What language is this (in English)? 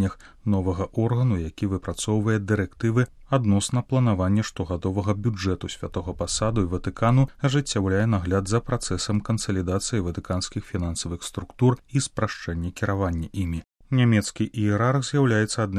Belarusian